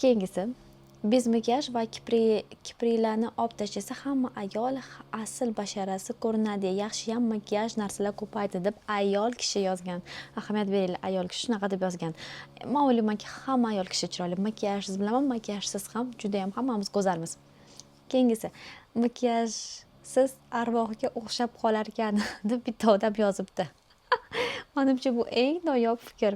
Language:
Uzbek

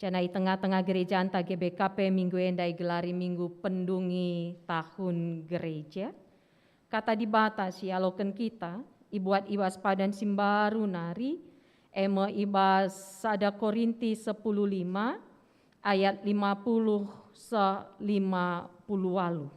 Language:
Batak Karo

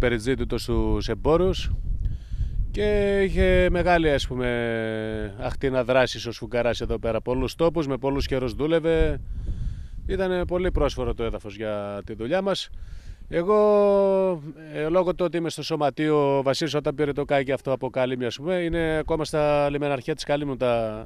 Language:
Greek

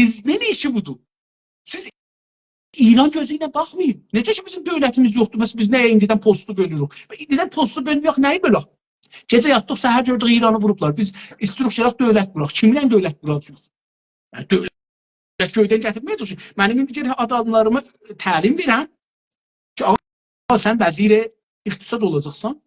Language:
South Azerbaijani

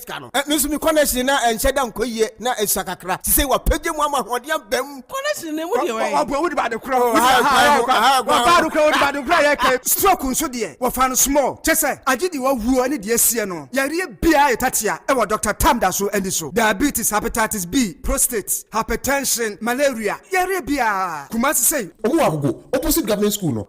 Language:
Akan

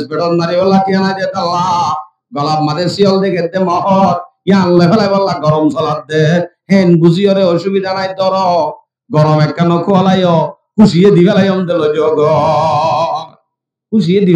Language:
Rohingya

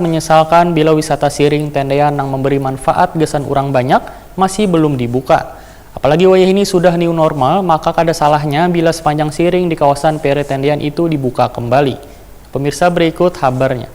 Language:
Banjar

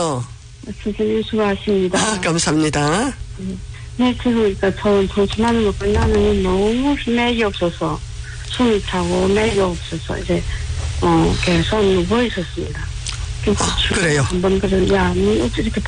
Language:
Korean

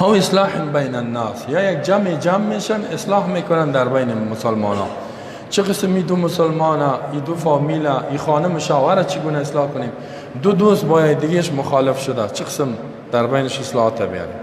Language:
Persian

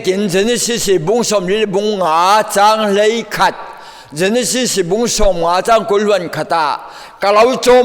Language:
Falam Chin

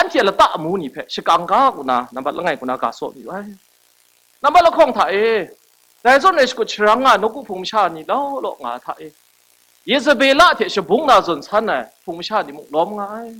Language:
Kachin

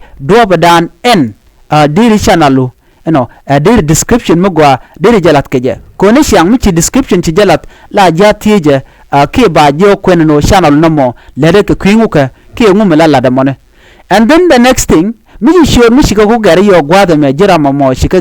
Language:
Nuer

